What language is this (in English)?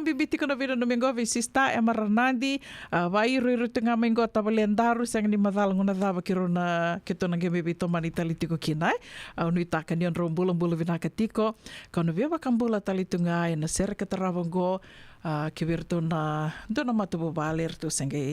Fijian